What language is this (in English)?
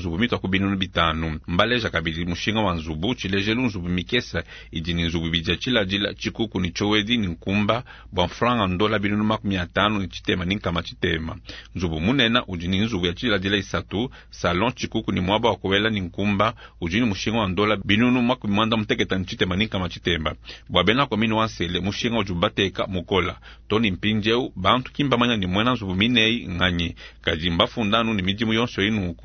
Luba-Lulua